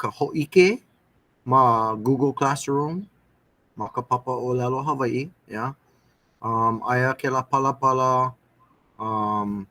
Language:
Hawaiian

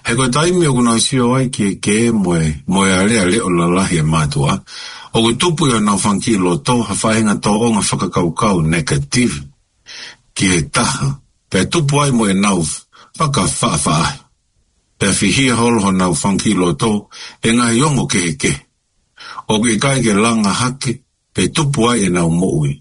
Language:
Tongan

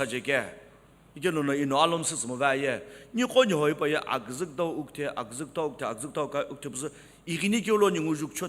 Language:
Sumi Naga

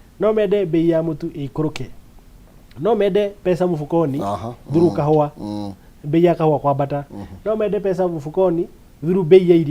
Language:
Kikuyu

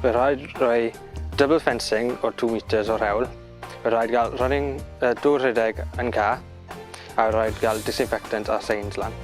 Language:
Welsh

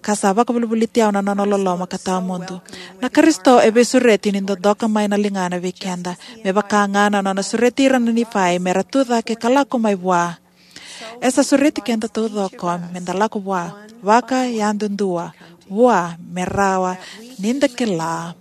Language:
Fijian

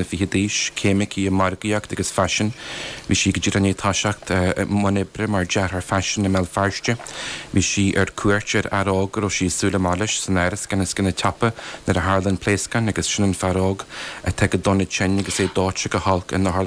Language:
Irish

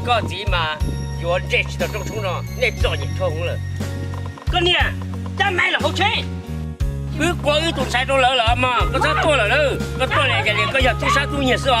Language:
Hmong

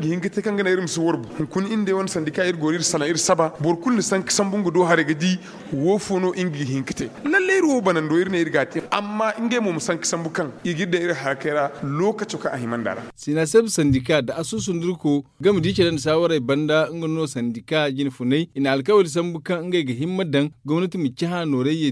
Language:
Zarma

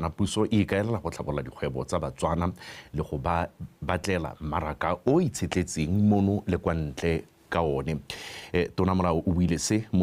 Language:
Tswana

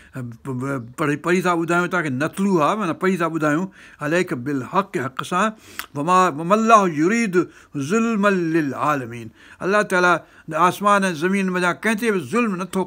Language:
Sindhi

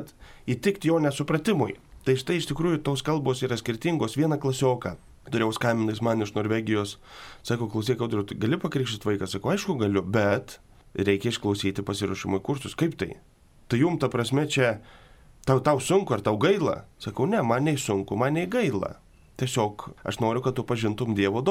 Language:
Lithuanian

